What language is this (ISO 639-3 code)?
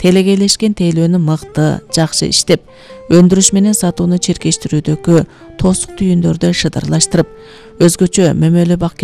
kir